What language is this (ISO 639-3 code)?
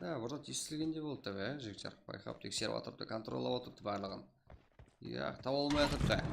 kaa